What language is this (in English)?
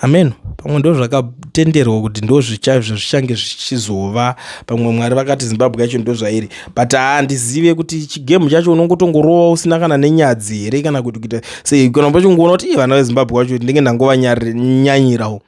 Shona